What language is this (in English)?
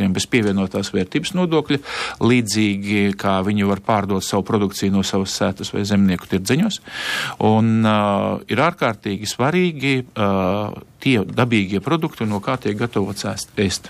Latvian